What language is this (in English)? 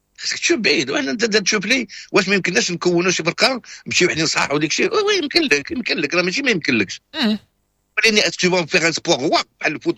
Moroccan Arabic